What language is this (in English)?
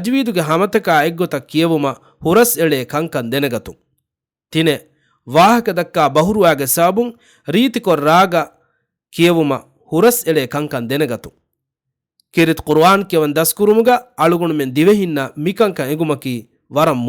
Divehi